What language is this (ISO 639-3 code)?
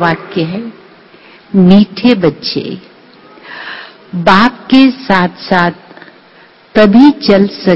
hin